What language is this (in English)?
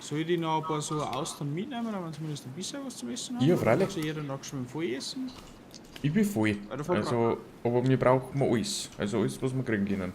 Bavarian